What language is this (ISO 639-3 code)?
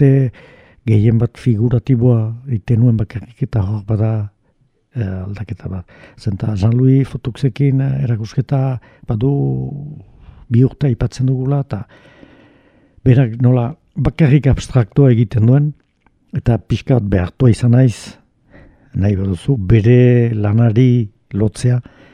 eus